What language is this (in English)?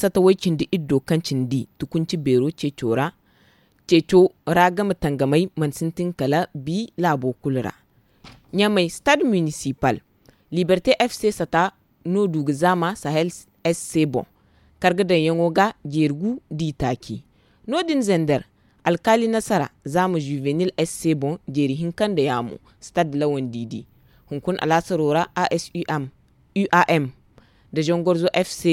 Zarma